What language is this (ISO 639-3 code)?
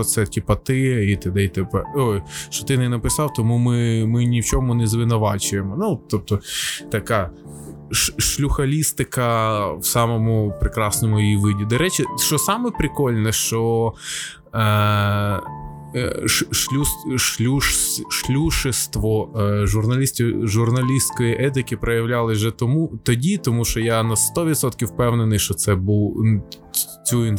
ukr